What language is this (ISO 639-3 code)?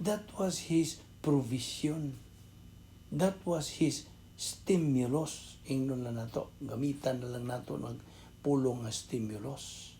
ceb